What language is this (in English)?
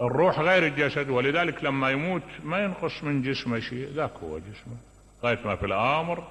Mesopotamian Arabic